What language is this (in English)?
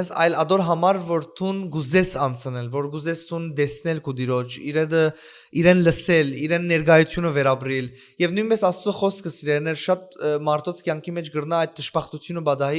Western Armenian